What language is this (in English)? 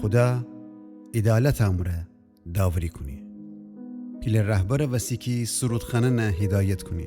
Gilaki